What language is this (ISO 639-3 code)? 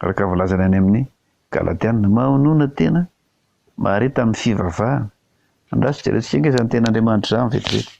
mlg